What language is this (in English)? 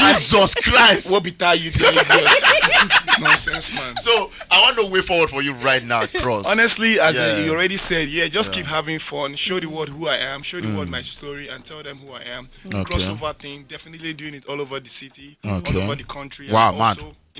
Nigerian Pidgin